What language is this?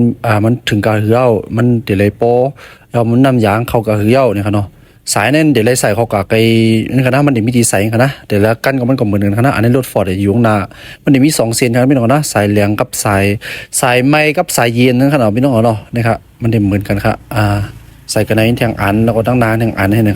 Shan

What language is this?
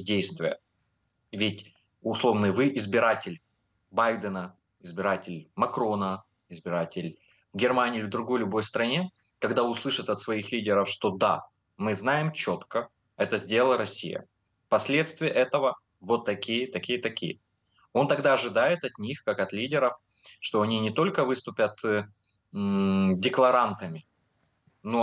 Russian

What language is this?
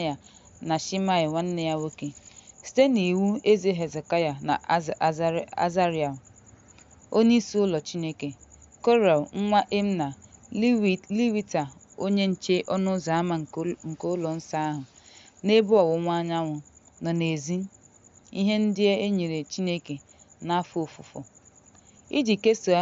Igbo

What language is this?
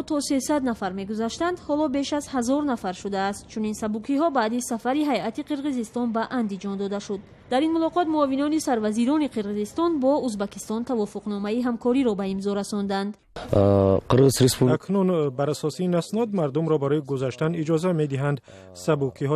Tajik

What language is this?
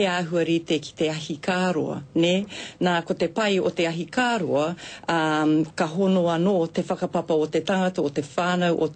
Māori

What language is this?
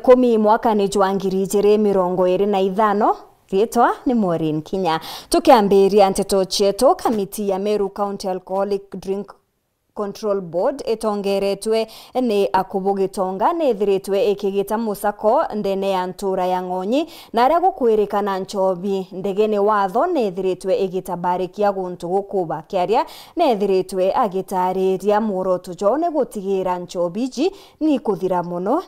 Meru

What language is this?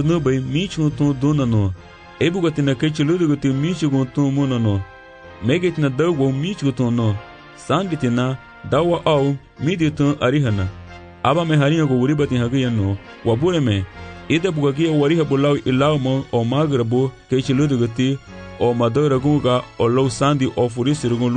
Garifuna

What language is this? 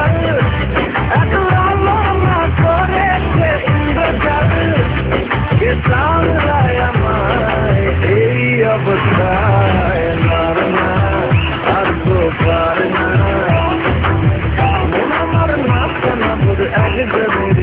Bangla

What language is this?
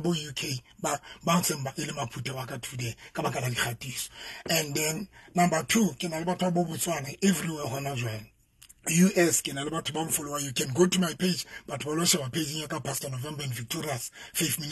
Southern Sotho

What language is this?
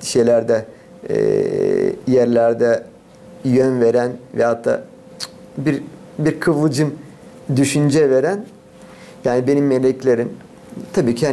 Gagauz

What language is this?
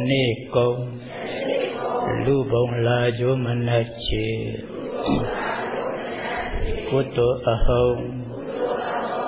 Burmese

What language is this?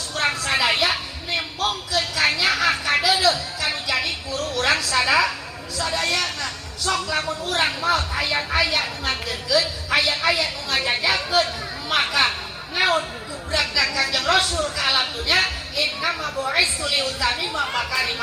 Sundanese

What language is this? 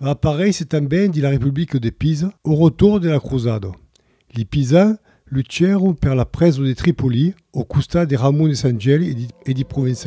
Occitan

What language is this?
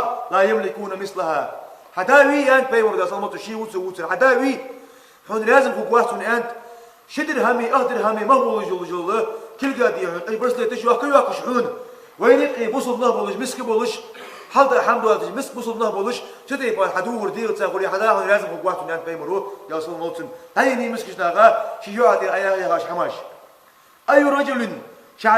Ingush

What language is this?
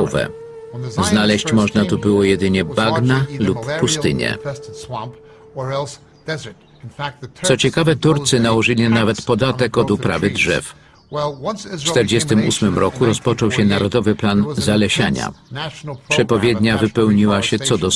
Polish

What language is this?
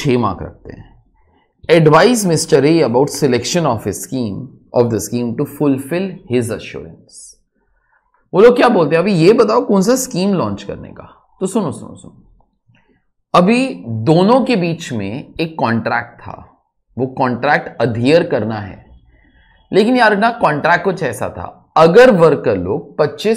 Hindi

